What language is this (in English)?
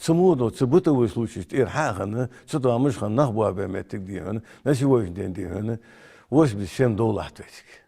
Ingush